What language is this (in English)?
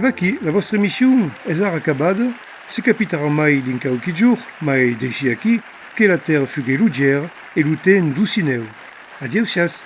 Occitan